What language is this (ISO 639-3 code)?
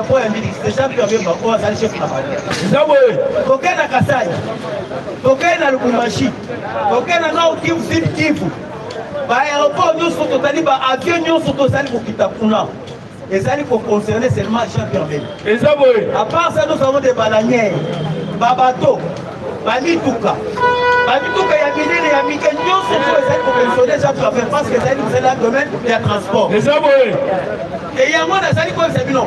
lin